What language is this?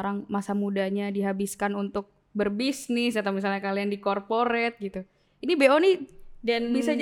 Indonesian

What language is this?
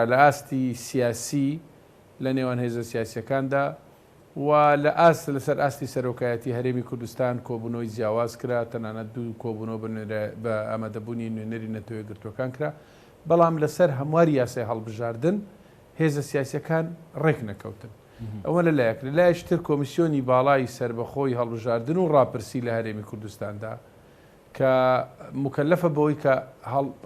Central Kurdish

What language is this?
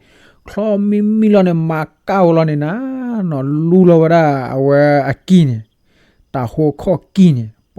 S'gaw Karen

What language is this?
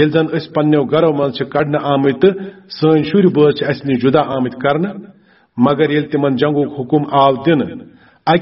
Kashmiri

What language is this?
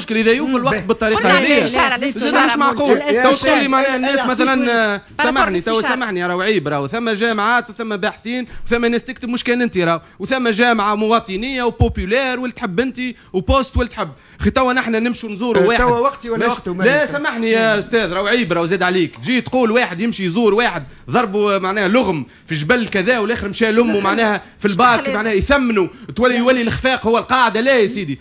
Tunisian Arabic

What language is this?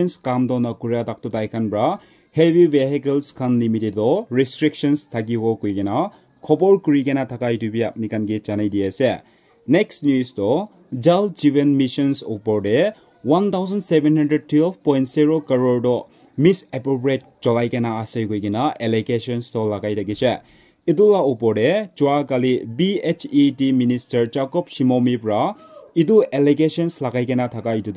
Naga Pidgin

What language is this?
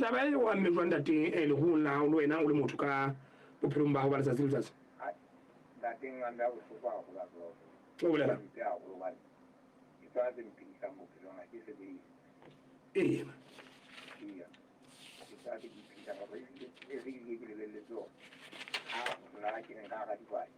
Southern Sotho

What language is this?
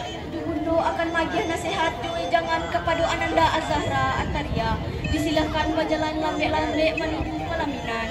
Minangkabau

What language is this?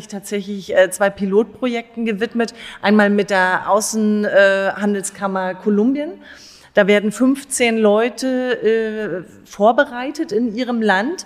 German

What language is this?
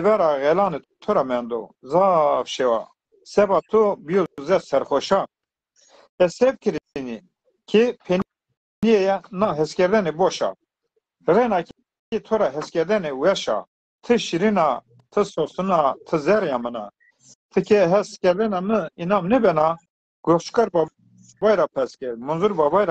Zaza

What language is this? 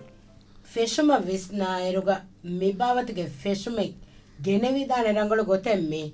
Divehi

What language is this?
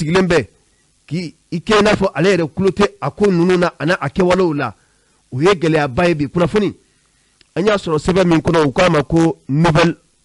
Bambara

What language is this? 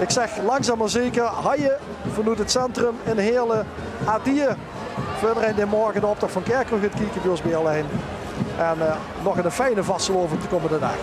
Limburgish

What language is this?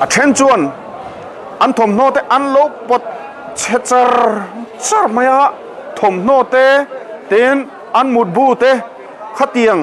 Mizo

